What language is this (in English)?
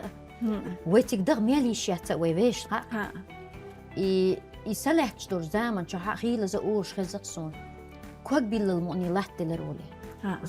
Chechen